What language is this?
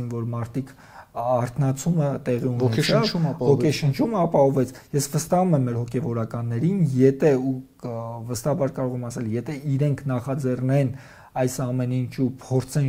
Armenian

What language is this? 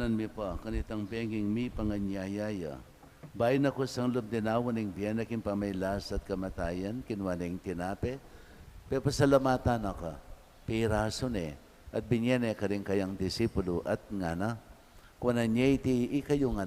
Pampanga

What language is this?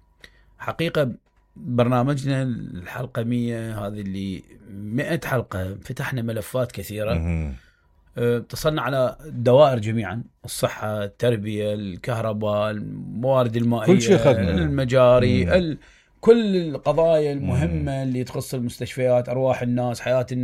Mesopotamian Arabic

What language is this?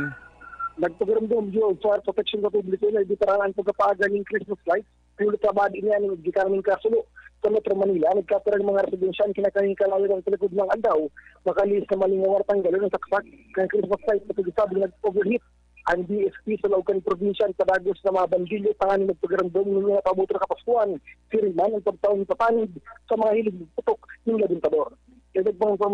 Bikol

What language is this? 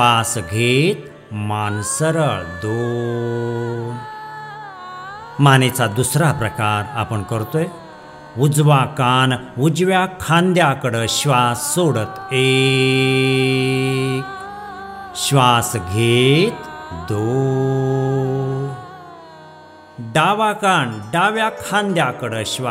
Marathi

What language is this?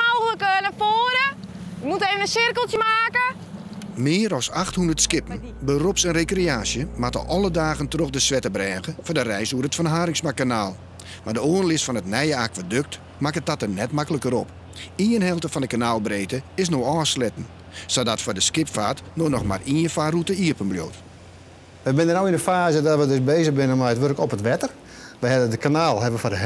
Western Frisian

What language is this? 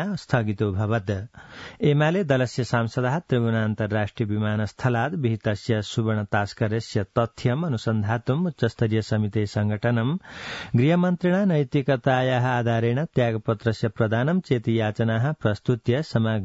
Sanskrit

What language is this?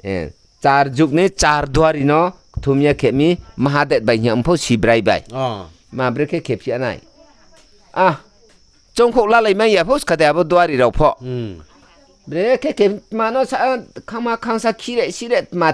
Riang (India)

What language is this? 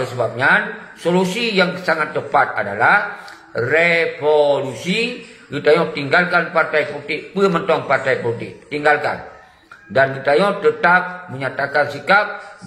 Achinese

